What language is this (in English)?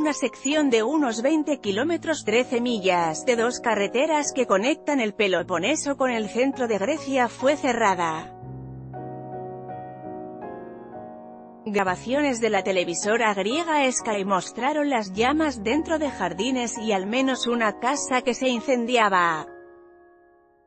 Spanish